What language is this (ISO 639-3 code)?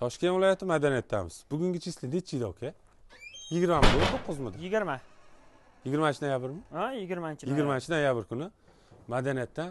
uzb